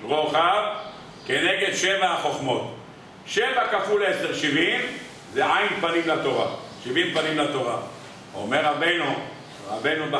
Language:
Hebrew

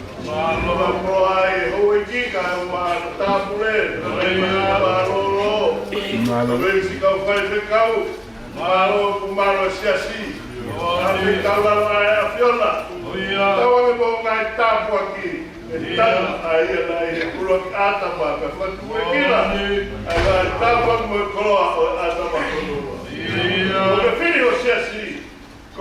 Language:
Tongan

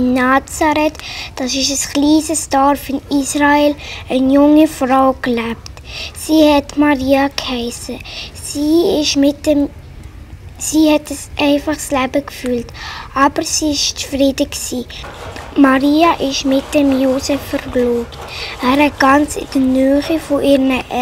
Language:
Swiss German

